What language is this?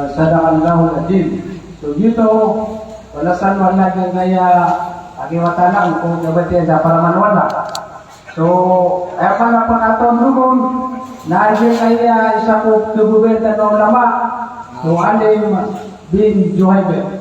Maranao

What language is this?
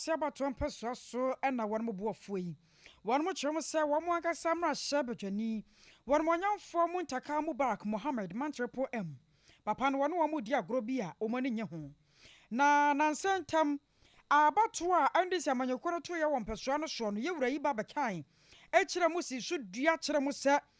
Akan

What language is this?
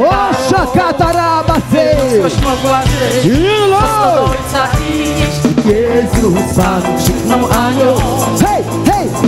Polish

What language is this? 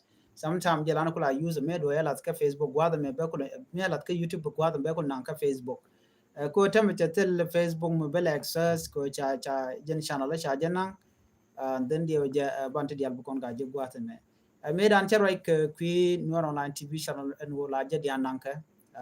Nuer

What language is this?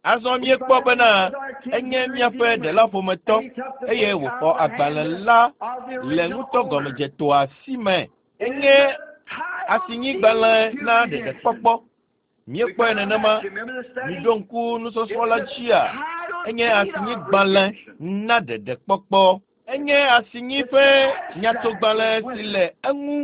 Ewe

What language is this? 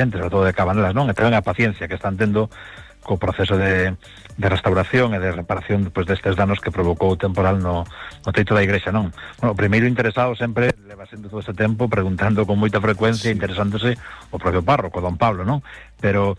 Galician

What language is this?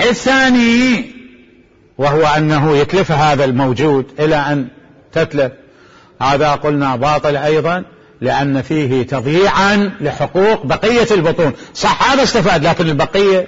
Mesopotamian Arabic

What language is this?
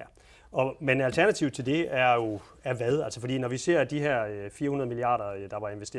Danish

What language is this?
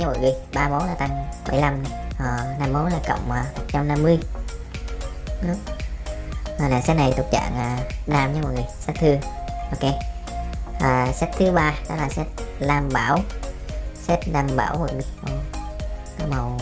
Vietnamese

